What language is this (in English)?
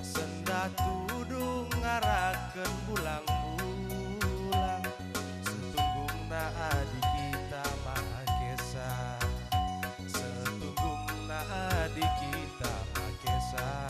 Batak Karo